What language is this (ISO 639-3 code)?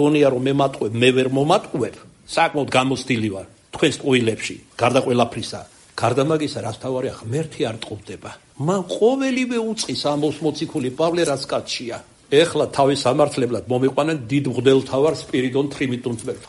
kat